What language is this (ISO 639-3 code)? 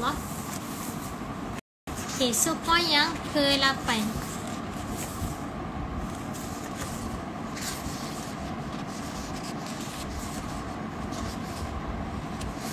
msa